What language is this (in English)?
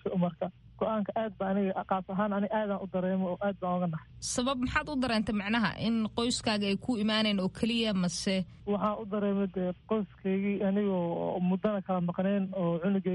Somali